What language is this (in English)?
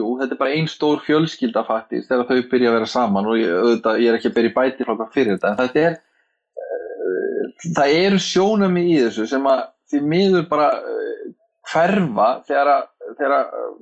Icelandic